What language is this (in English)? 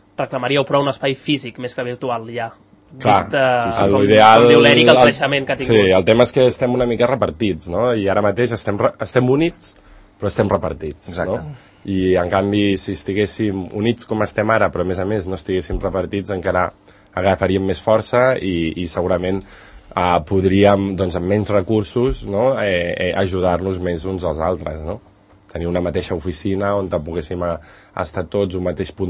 Catalan